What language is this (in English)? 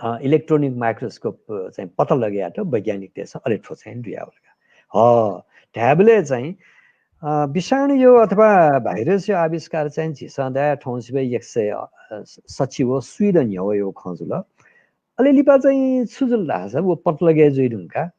Newari